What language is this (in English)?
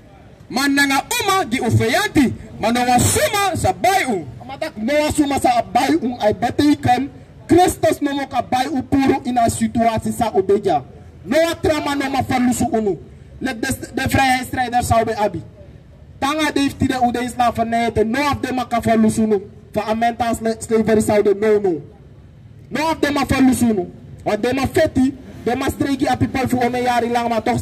Sranan Tongo